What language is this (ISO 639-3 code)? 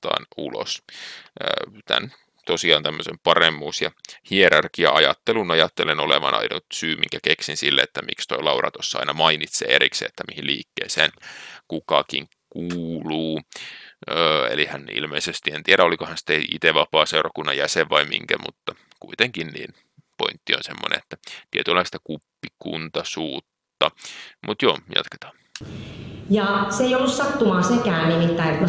fin